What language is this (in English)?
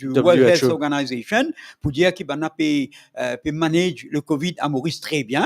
Morisyen